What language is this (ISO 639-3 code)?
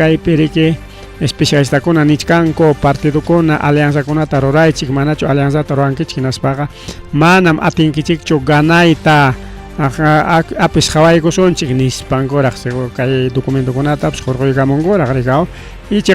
quy